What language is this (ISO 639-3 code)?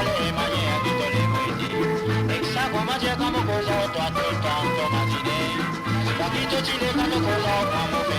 mfe